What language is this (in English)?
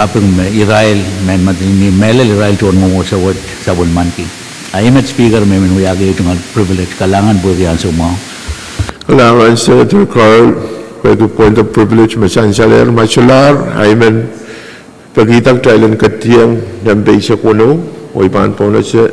Pohnpeian